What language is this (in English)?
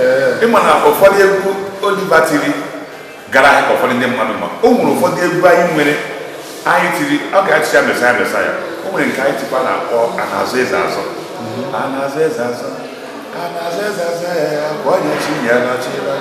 Igbo